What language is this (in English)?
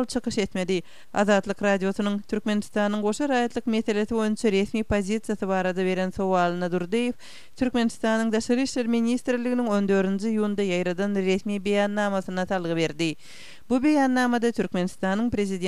Kyrgyz